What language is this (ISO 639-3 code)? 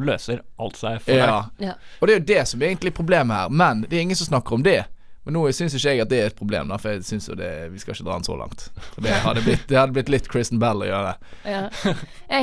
nor